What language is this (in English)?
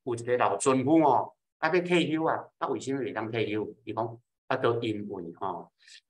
Min Nan Chinese